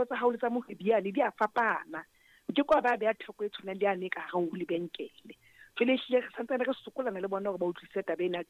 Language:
Southern Sotho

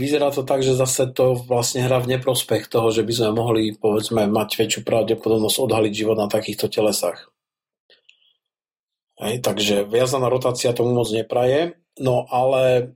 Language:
Slovak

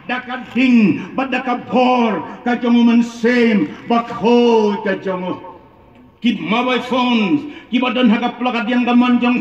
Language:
Khasi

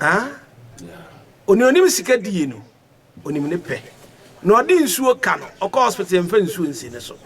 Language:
Akan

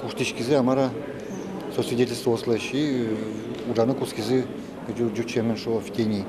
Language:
Udmurt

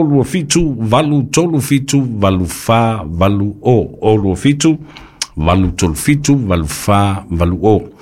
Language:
Samoan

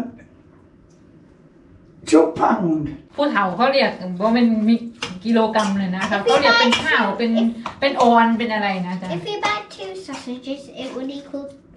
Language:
Thai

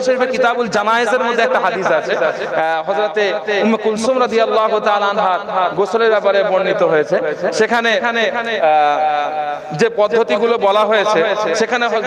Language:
Bangla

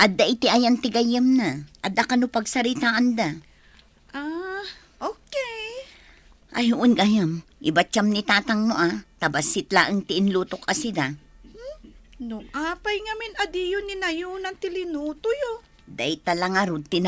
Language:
Iloko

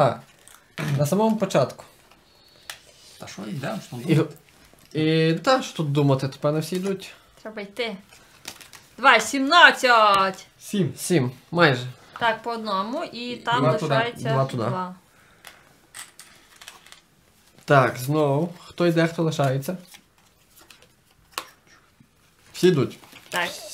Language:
Ukrainian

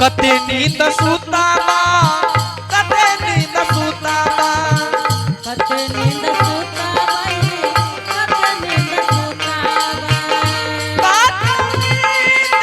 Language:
Angika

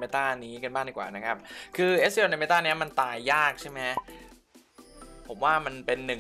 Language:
Thai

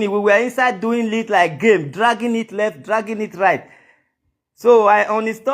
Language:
Nigerian Pidgin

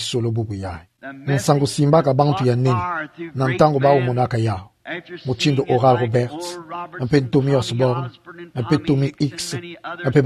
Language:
Kituba (Democratic Republic of Congo)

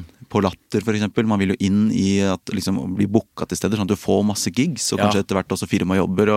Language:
Norwegian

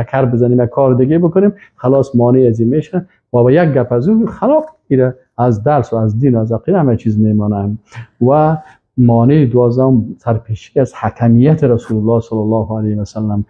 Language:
Persian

